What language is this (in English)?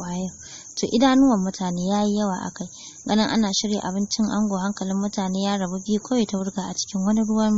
Hausa